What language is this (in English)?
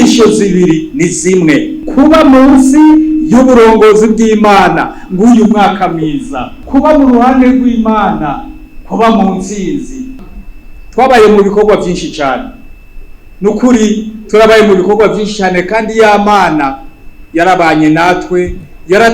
Rundi